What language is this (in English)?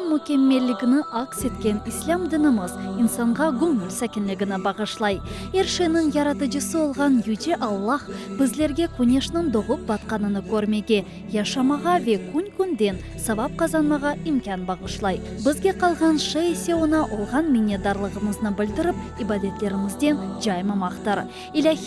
Crimean Tatar